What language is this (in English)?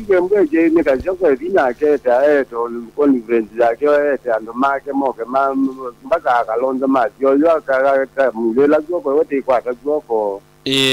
Kamba